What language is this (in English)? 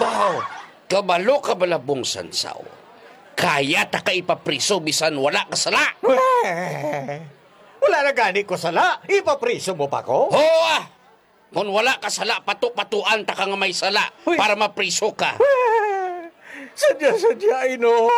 Hiligaynon